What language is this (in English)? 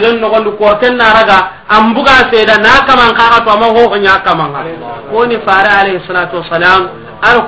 Soninke